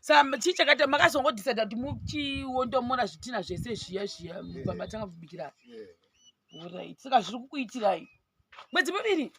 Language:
Shona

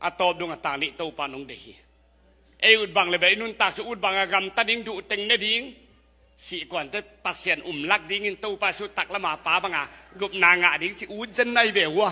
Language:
Tedim Chin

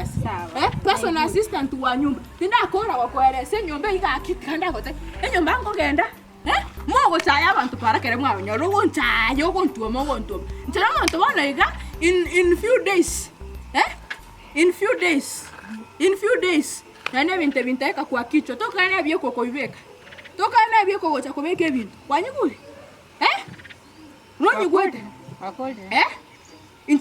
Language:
Gusii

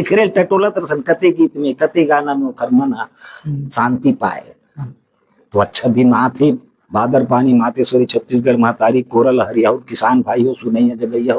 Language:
Chhattisgarhi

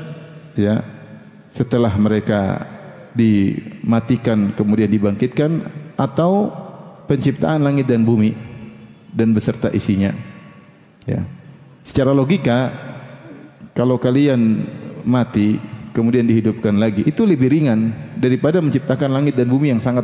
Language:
Indonesian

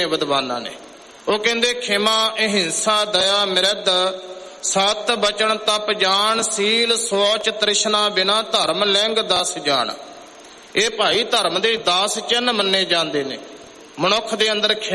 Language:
Punjabi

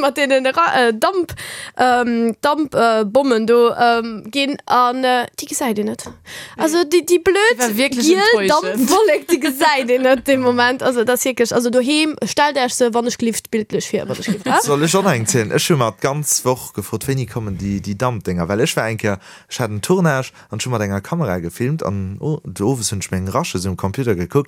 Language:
Luxembourgish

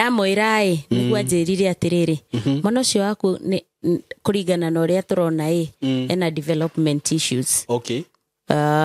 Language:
Kikuyu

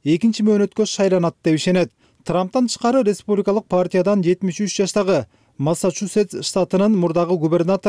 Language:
Kyrgyz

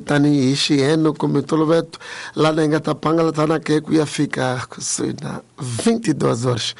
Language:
Tsonga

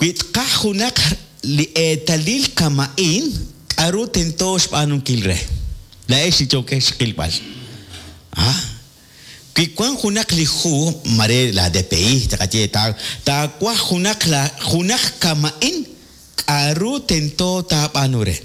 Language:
Kekchí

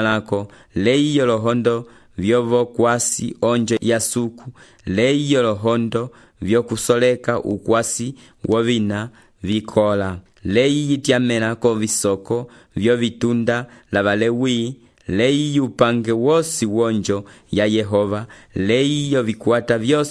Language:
Umbundu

